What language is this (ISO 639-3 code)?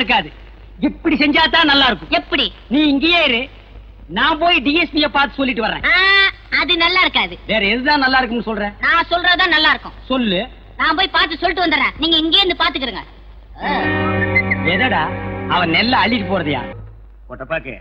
tam